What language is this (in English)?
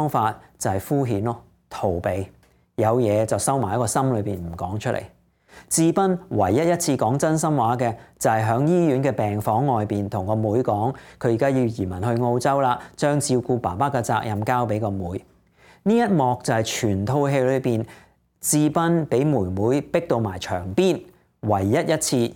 Cantonese